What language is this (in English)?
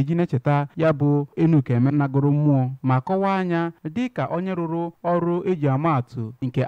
Igbo